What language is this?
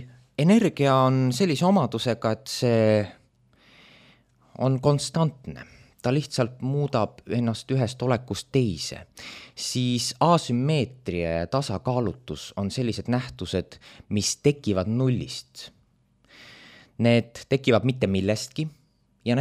Estonian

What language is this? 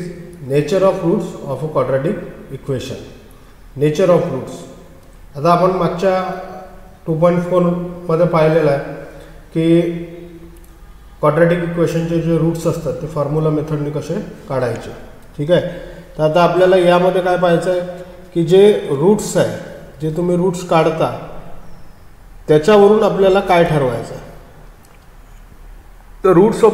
Marathi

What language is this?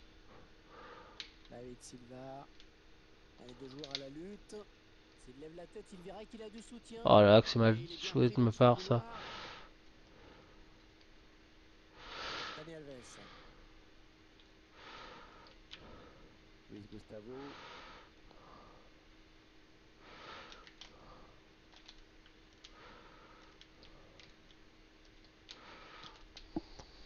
French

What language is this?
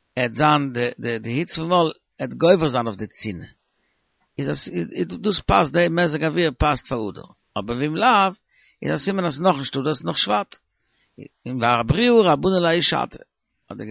Yiddish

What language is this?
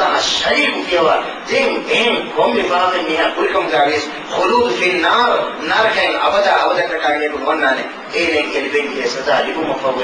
Divehi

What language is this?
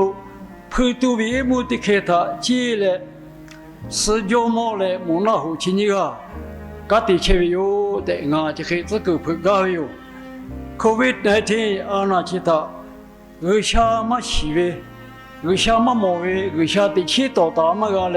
Lahu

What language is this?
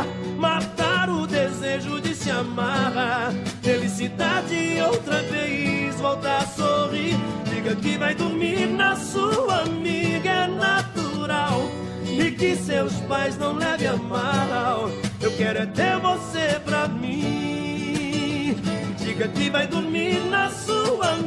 Portuguese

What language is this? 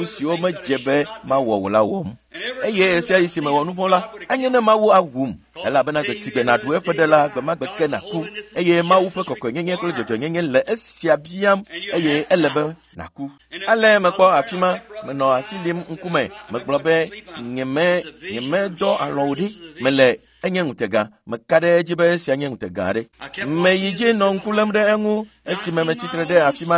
Ewe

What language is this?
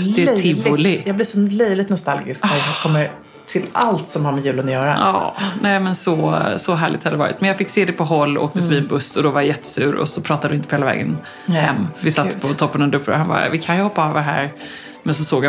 Swedish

